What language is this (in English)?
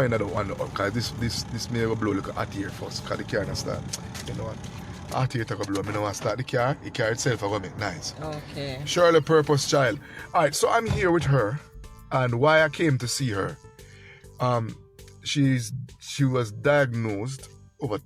Jamaican Creole English